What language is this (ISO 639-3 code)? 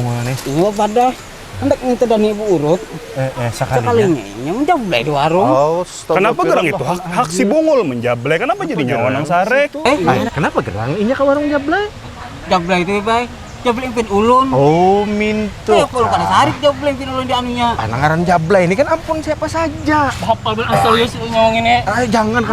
bjn